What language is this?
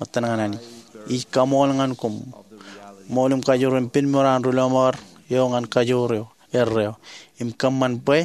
Marshallese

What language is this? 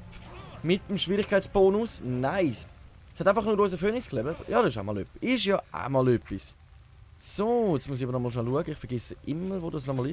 Swiss German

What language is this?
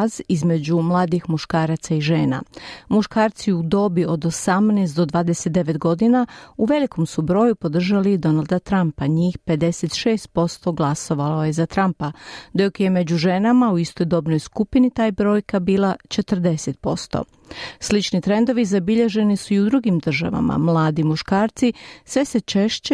Croatian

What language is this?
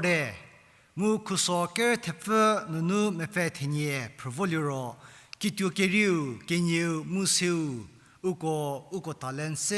Angami Naga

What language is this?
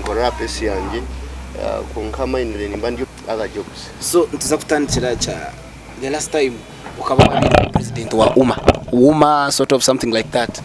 Nyankole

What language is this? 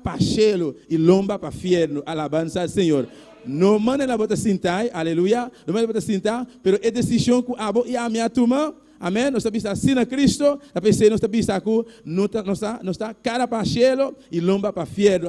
Papiamento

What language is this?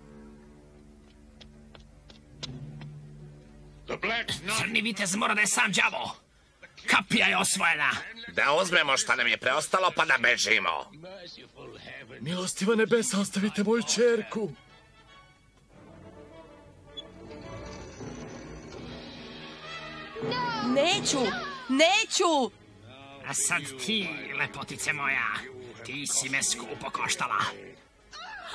Serbian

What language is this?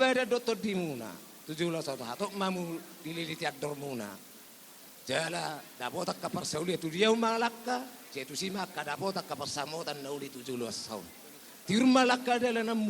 Batak Toba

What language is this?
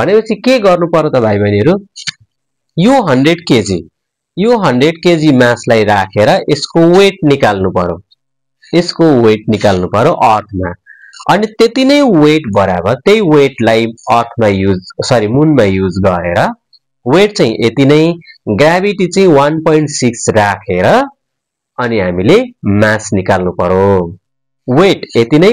Nepali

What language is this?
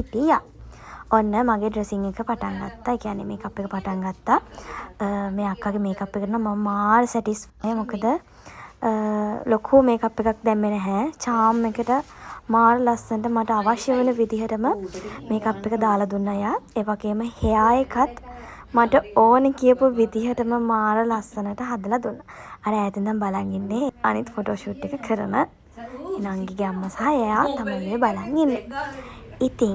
Sinhala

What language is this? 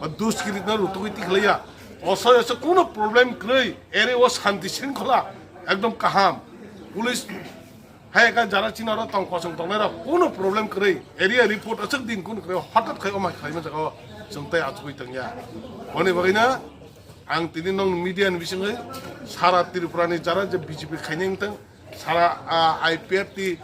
Kok Borok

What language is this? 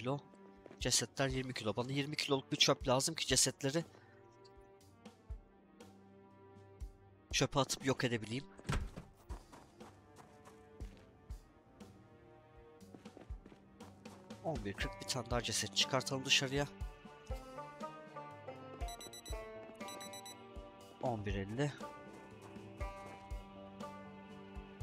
Turkish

